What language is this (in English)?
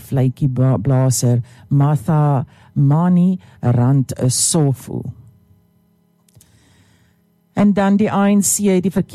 Afrikaans